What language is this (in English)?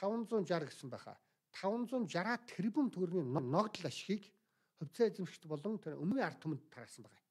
Mongolian